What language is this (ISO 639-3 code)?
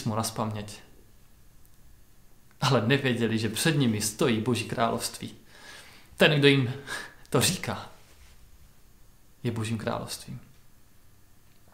ces